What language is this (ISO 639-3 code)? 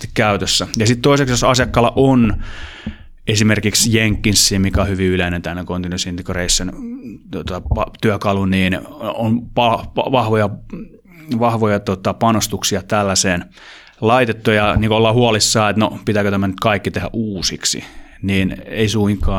fin